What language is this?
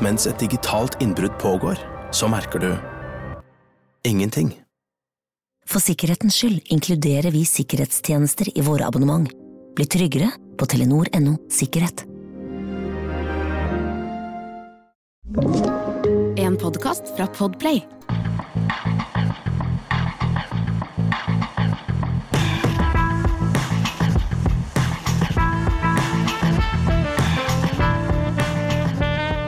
Norwegian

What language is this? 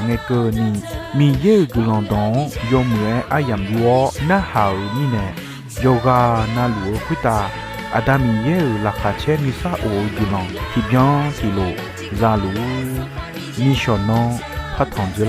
Akha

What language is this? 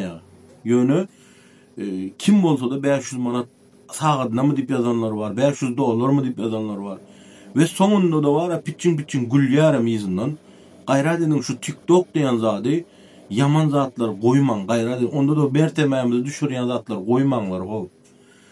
Turkmen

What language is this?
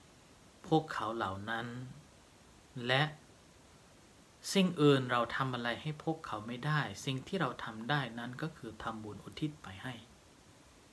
Thai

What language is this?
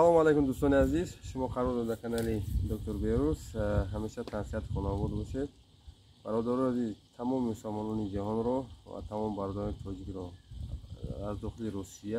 Tajik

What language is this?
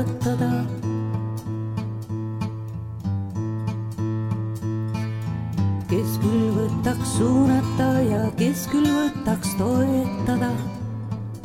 Estonian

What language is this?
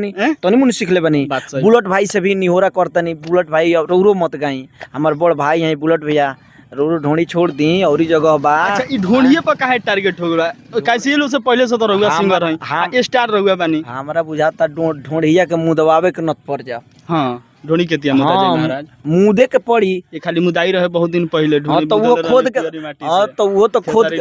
Bhojpuri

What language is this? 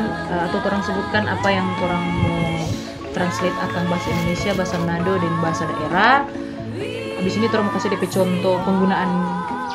Manado Malay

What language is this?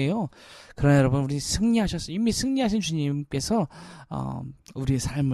Korean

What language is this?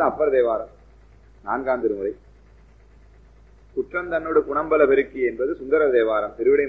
Tamil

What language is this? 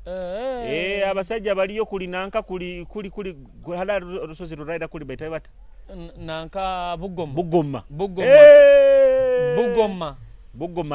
Nyoro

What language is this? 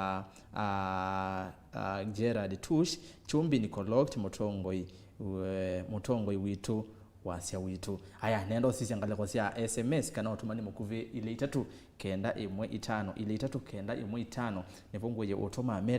Kamba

